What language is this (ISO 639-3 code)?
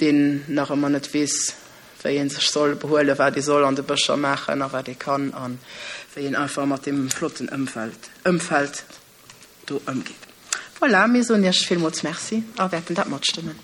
ltz